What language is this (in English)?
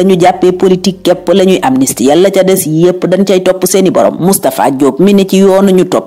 Wolof